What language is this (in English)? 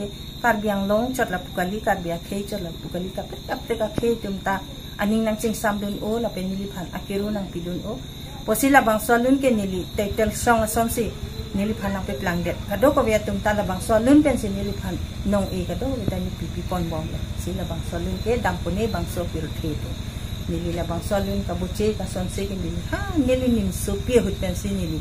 Karbi